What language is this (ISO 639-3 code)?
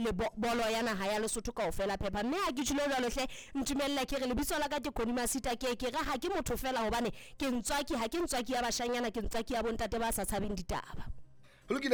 sot